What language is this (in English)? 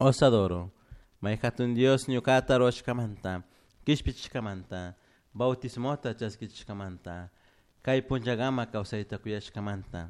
Chimborazo Highland Quichua